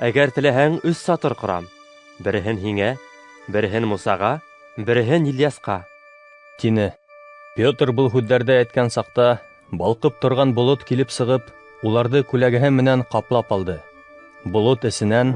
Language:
Bashkir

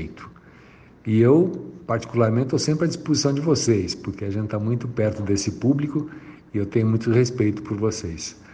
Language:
Portuguese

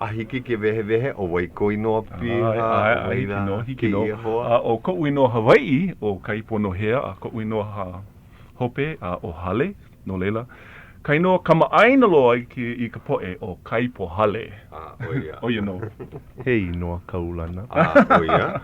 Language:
Hawaiian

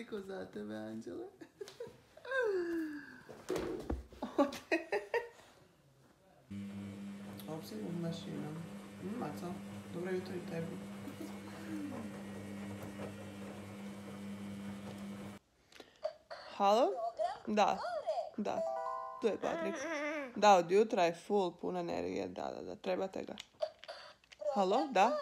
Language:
Croatian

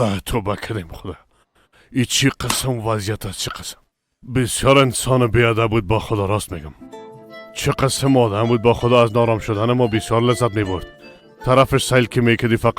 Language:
Persian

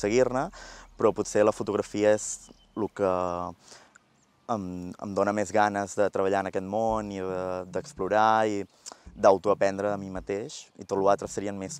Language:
Catalan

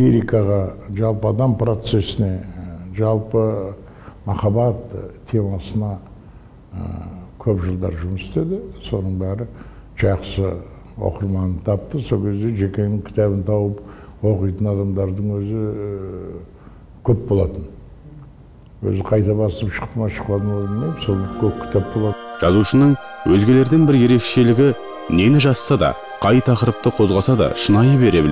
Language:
Kazakh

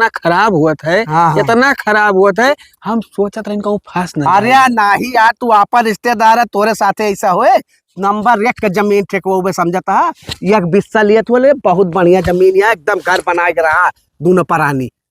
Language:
Awadhi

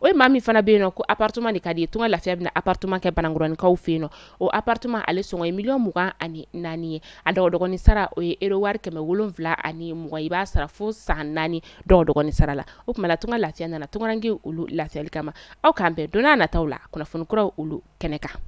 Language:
Bambara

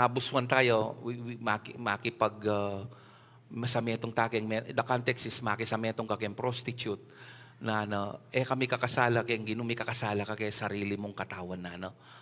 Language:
Pampanga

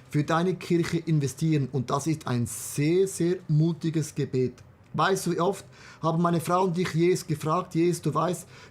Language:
Swiss German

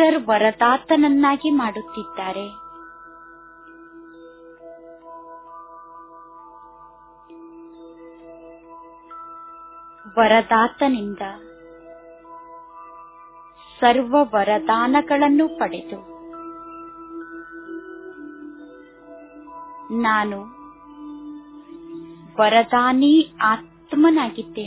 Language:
Kannada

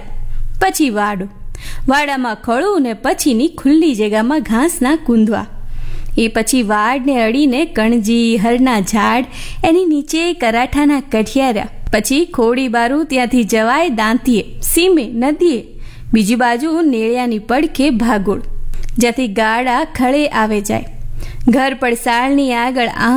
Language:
Gujarati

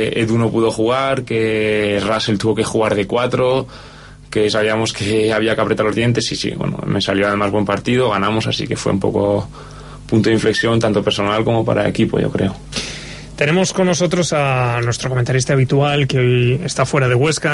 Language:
Spanish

